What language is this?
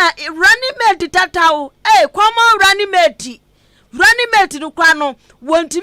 Akan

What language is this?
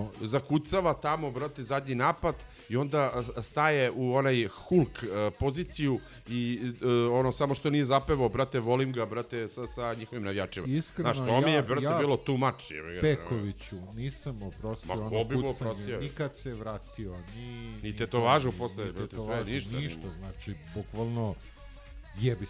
Serbian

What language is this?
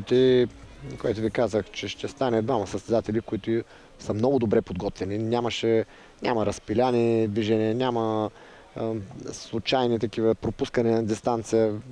Bulgarian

